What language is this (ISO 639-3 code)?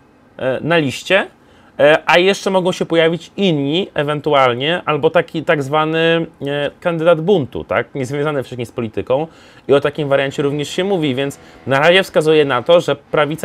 pol